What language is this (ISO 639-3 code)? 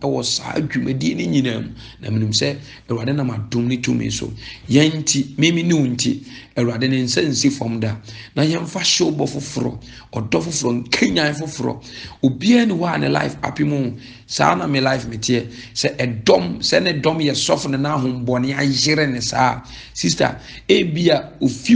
aka